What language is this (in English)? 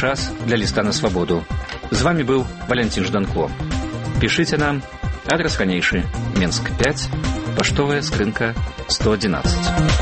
Belarusian